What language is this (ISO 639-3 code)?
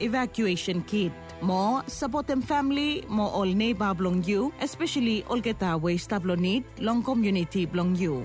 bis